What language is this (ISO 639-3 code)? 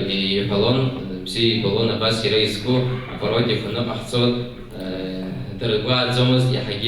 abk